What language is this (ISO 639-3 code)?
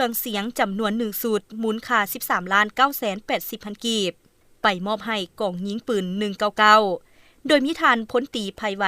lao